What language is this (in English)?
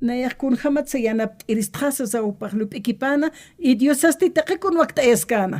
Aymara